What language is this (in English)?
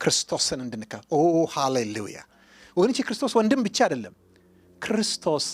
Amharic